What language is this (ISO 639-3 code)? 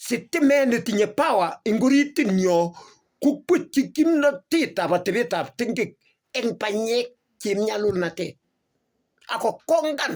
kln